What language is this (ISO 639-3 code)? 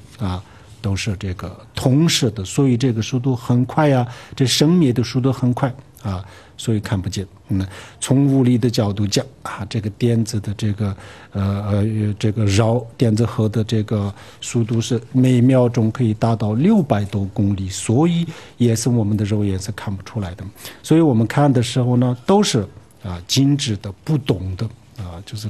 zho